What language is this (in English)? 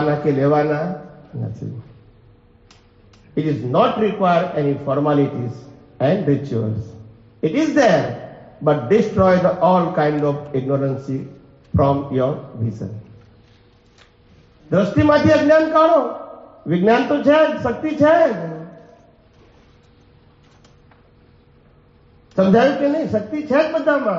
Gujarati